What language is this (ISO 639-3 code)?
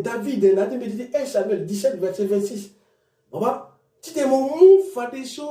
sag